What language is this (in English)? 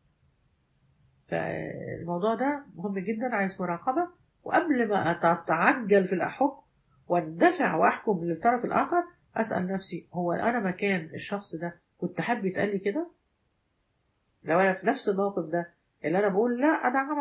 Egyptian Arabic